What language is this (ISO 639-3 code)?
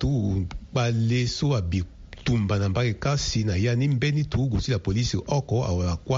sag